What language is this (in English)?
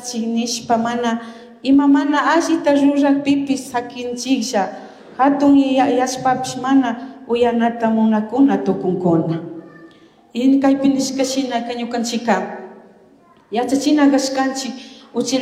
Chimborazo Highland Quichua